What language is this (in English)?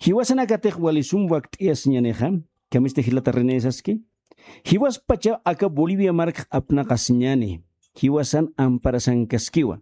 Aymara